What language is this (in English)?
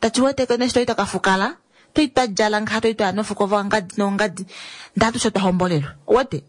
Kuanyama